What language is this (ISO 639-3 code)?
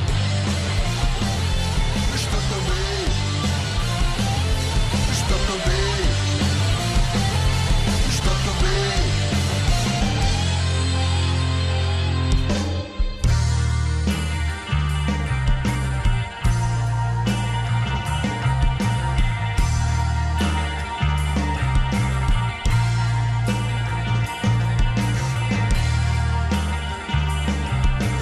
srp